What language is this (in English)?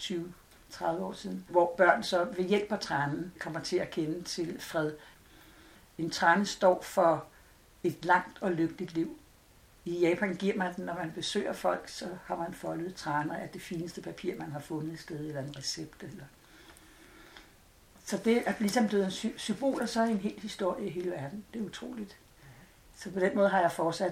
Danish